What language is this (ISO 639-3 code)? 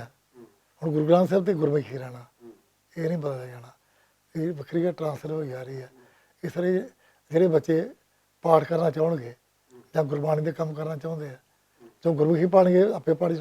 lah